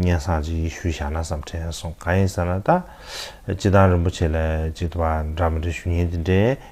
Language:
Tibetan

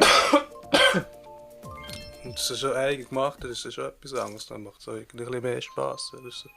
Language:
Swiss German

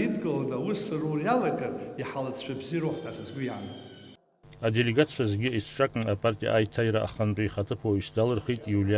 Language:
Abkhazian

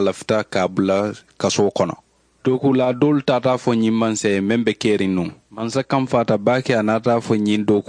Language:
Mandingo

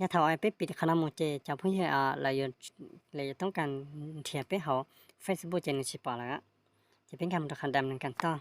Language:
Hmong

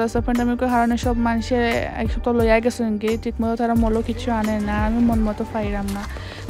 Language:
Sylheti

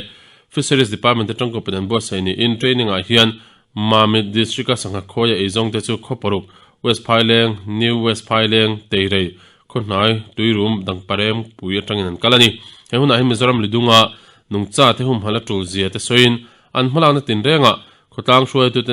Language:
Mizo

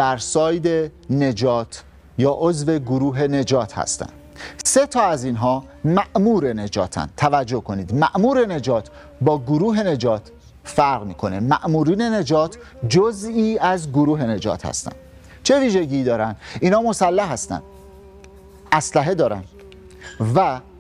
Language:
Persian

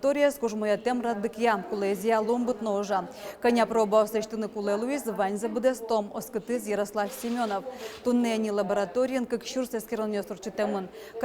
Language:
Udmurt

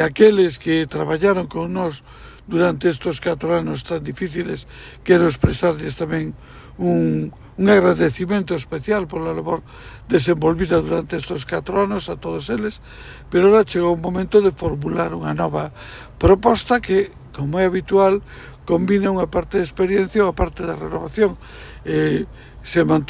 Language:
Galician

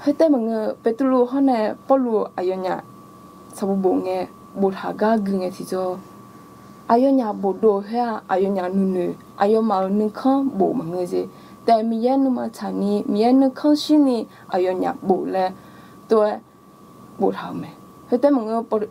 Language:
Akha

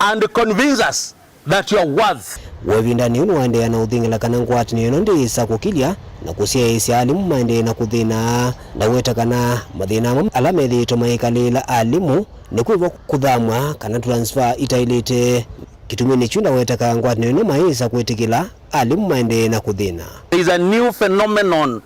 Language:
Kamba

